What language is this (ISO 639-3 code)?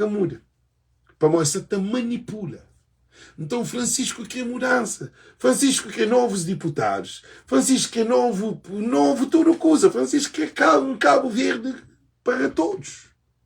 kea